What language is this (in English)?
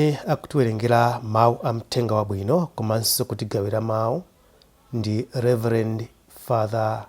Nyanja